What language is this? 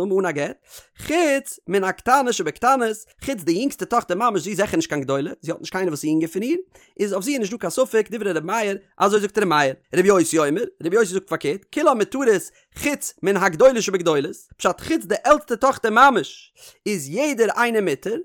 Yiddish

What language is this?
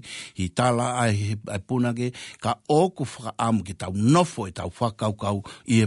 Tongan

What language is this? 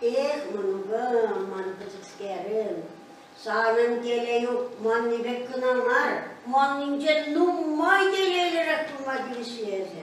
Chuvash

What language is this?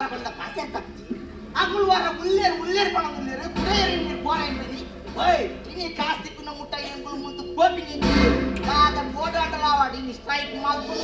Tulu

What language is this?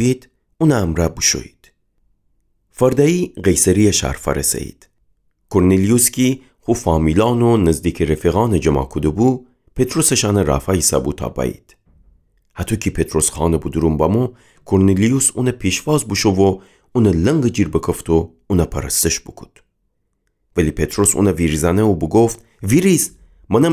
Gilaki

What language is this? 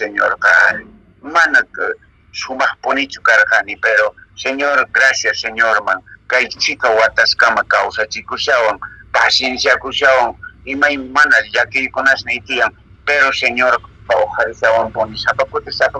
Quechua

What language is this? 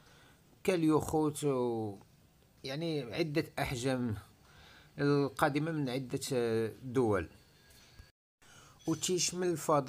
Arabic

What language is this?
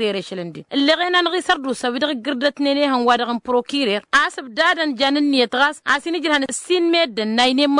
Tamasheq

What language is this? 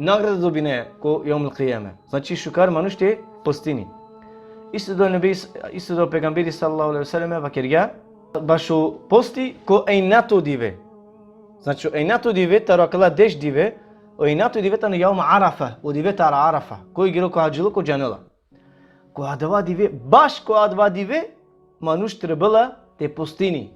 Balkan Romani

